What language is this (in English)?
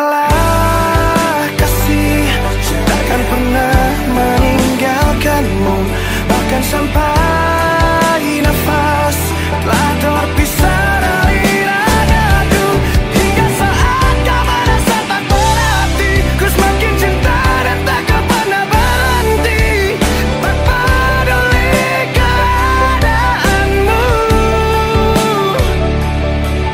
Indonesian